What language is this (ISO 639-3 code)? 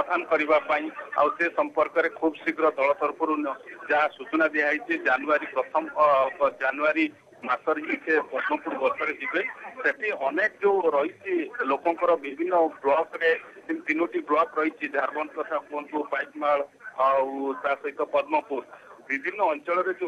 ori